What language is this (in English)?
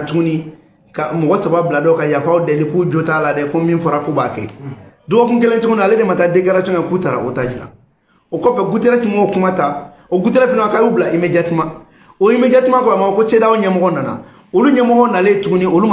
Bambara